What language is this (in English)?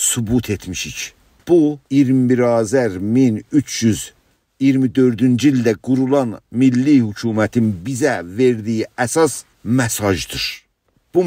South Azerbaijani